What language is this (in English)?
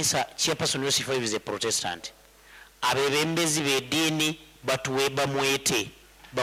Nyankole